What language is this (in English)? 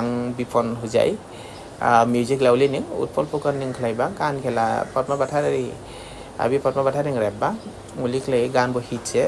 Dimasa